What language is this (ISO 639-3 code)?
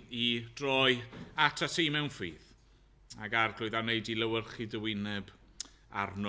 cym